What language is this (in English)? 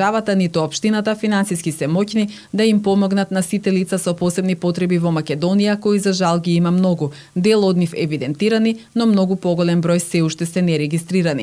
Macedonian